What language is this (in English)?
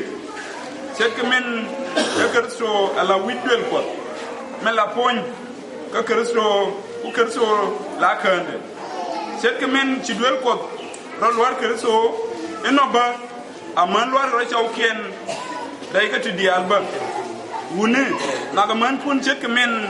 Nuer